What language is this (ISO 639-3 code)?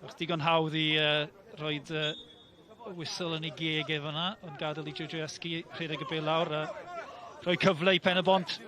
cym